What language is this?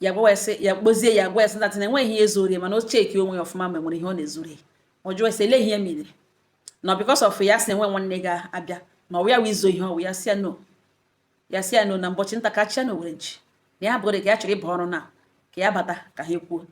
Igbo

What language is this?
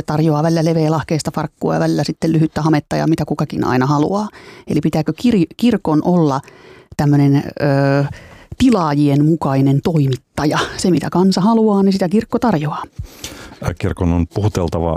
Finnish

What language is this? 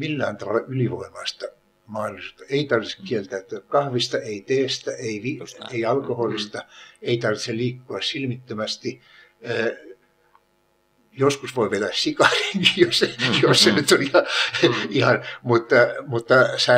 Finnish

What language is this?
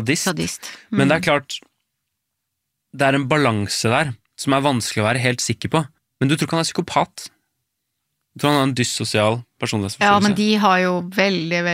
Norwegian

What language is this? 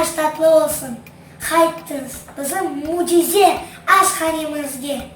Crimean Tatar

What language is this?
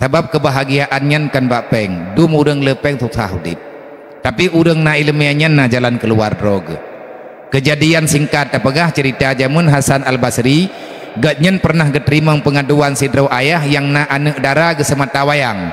Achinese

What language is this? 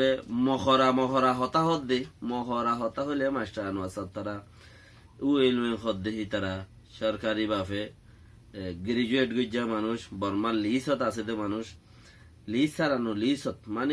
Rohingya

